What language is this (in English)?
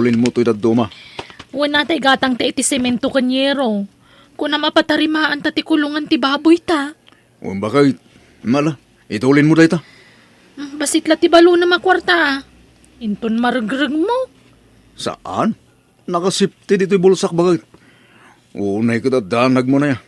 Iloko